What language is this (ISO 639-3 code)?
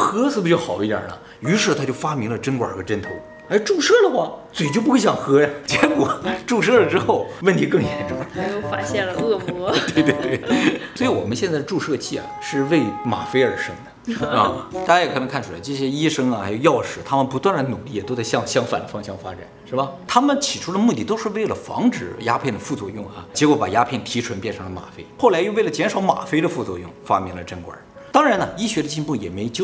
zho